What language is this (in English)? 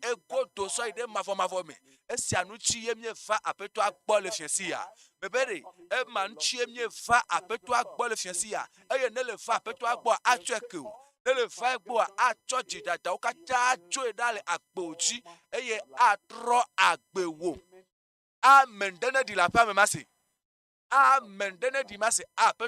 Ewe